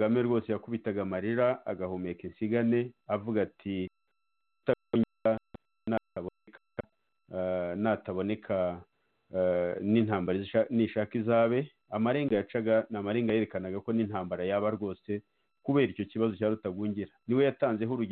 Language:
Kinyarwanda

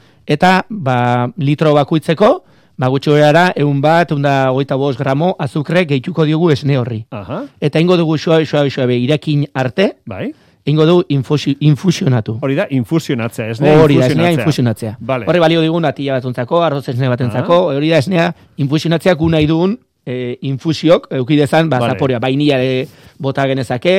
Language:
Basque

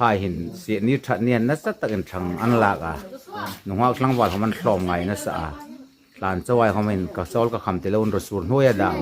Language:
Hmar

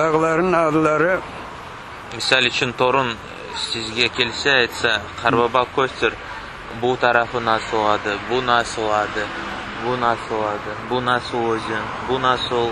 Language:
Crimean Tatar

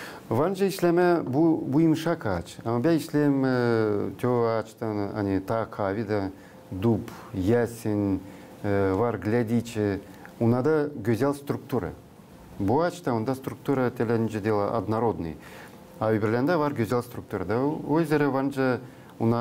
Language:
Gagauz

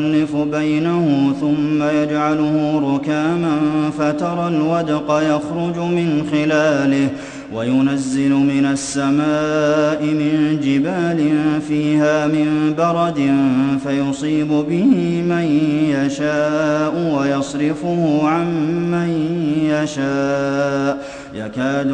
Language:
Arabic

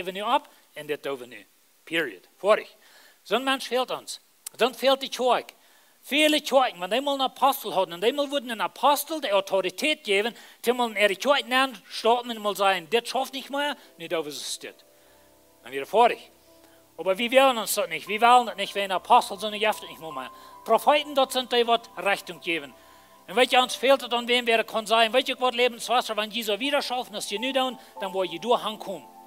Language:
Plautdietsch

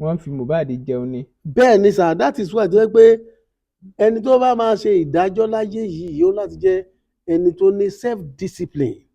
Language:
Yoruba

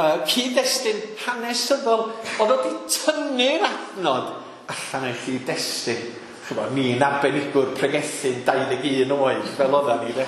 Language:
Welsh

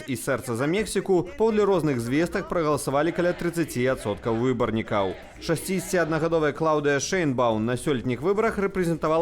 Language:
Belarusian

